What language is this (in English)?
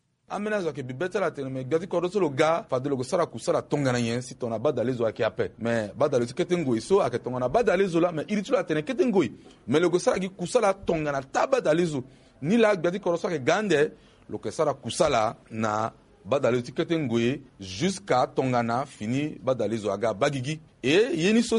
Sango